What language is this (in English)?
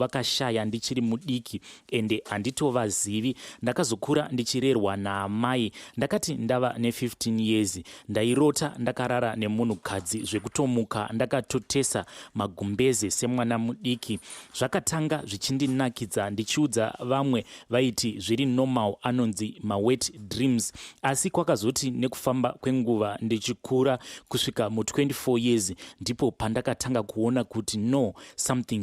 Shona